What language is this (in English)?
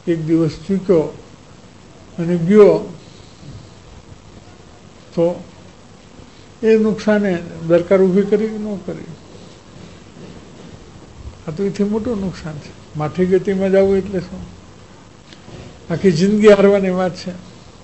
Gujarati